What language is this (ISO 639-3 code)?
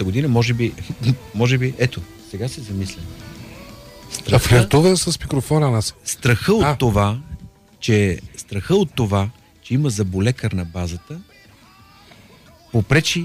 bul